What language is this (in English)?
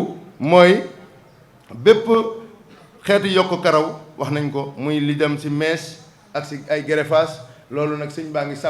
Wolof